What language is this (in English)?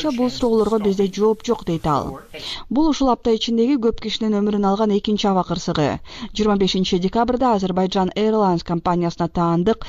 Kyrgyz